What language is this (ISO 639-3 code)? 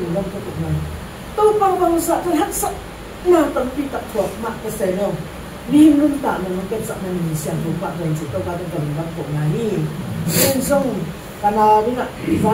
ctd